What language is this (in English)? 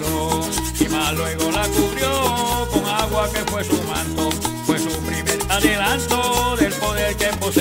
Spanish